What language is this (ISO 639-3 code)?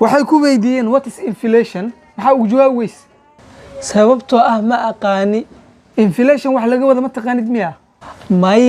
som